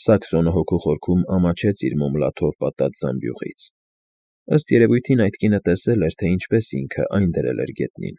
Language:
Armenian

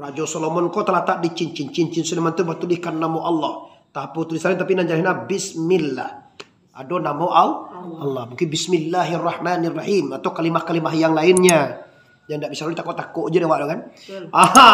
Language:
Minangkabau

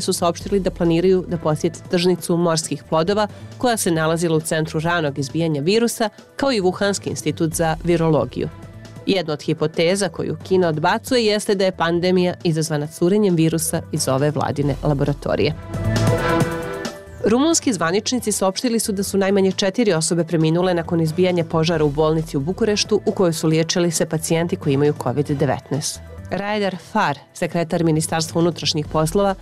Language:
Bosnian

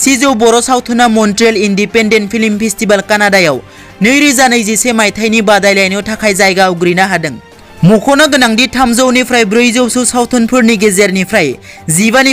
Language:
Bodo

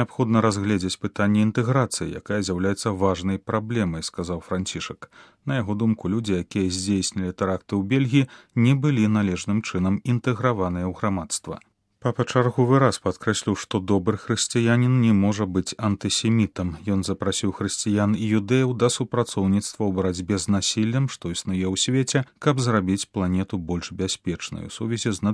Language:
Belarusian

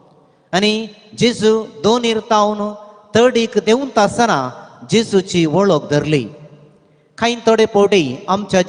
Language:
Konkani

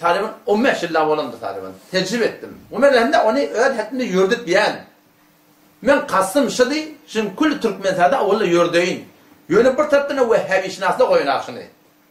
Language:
Turkmen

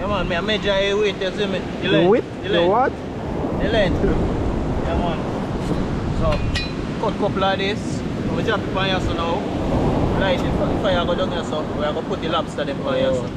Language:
Jamaican Creole English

